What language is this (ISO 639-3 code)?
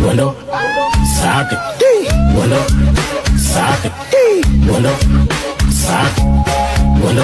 tir